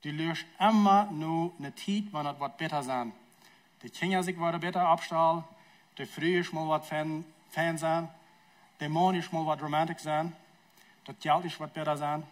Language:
Plautdietsch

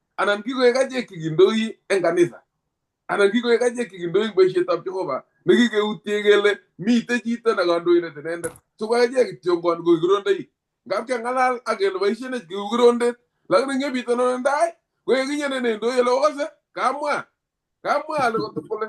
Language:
Kalenjin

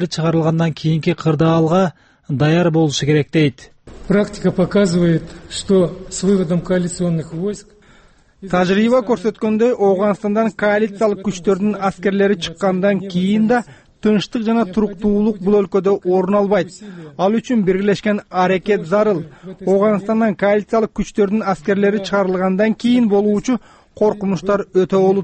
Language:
Kyrgyz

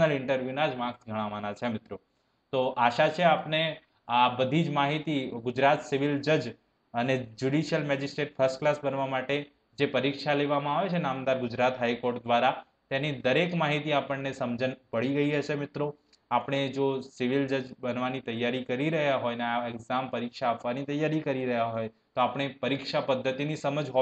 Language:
Gujarati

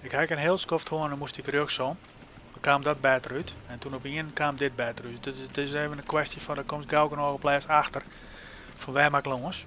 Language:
Western Frisian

